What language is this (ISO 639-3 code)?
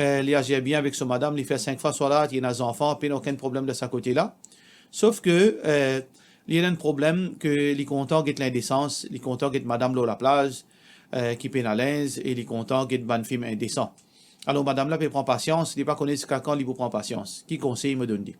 mfe